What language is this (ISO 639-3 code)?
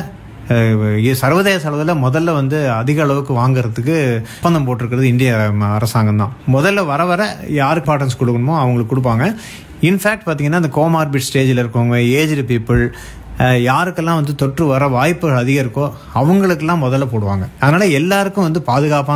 tam